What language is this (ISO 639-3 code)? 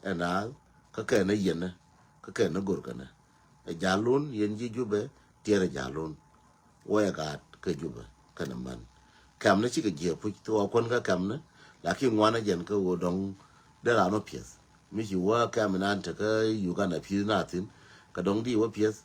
nus